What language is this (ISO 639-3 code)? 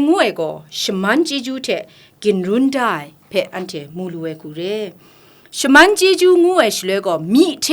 kac